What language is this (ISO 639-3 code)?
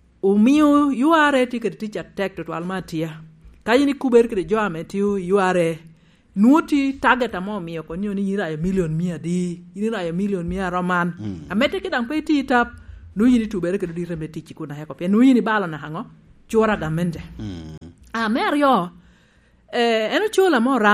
laj